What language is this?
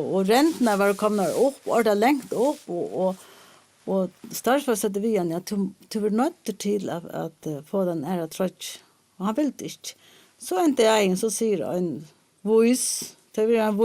Faroese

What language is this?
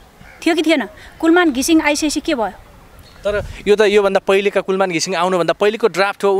Nepali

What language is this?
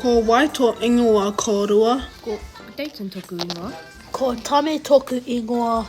Māori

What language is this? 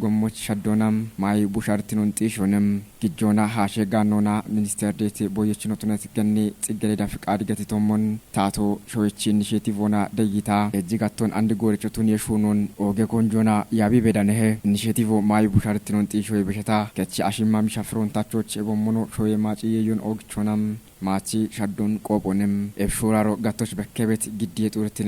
Kafa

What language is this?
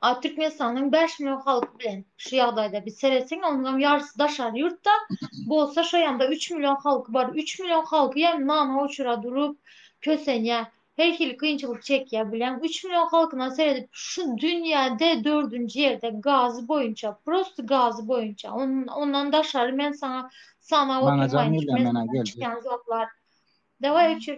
Turkmen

